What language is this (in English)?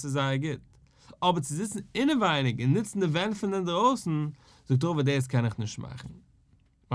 Yiddish